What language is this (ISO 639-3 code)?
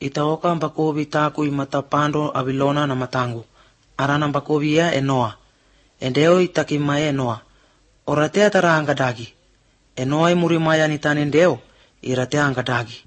hrv